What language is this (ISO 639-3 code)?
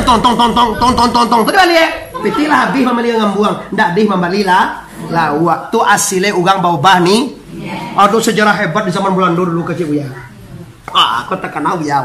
min